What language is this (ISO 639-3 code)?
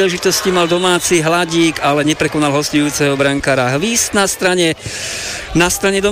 slk